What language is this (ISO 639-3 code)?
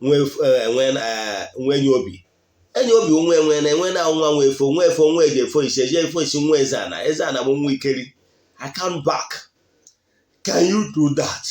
ibo